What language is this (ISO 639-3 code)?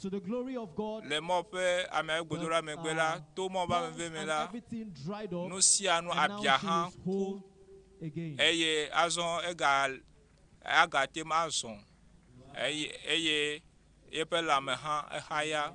ewe